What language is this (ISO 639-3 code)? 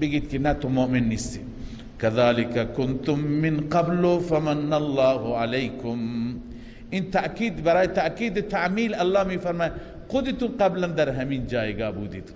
fas